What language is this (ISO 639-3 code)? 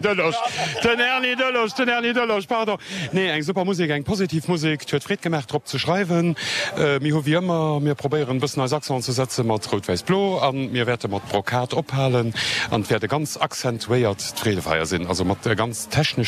ltz